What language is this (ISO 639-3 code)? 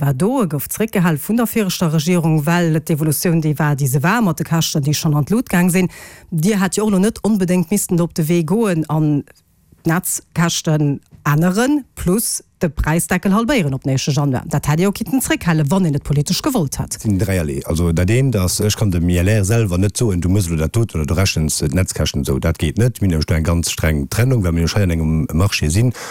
ltz